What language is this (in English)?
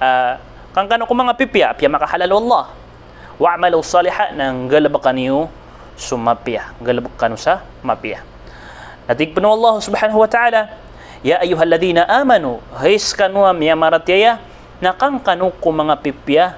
Maranao